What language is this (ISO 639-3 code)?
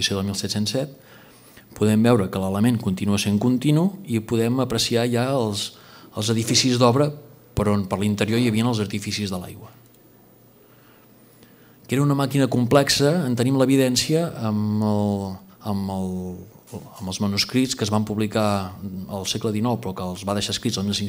cat